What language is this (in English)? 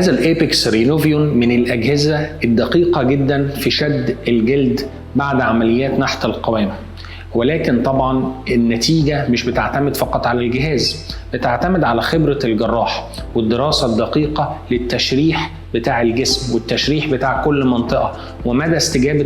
Egyptian Arabic